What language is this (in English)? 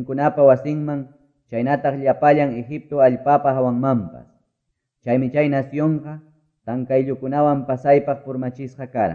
Quechua